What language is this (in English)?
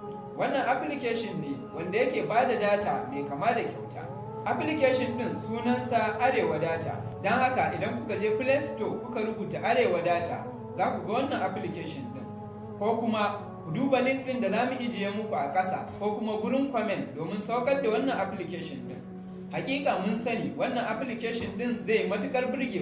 Hausa